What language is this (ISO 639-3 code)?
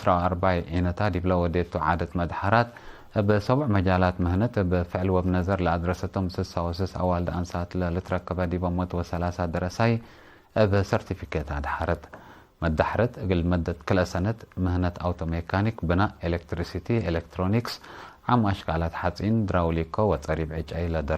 tig